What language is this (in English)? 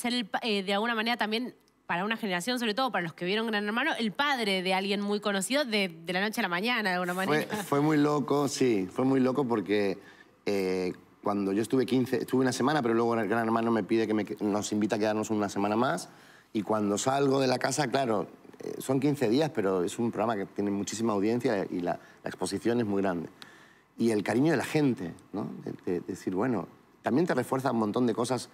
Spanish